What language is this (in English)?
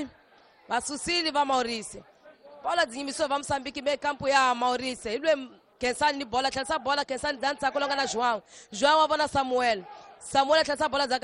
Tsonga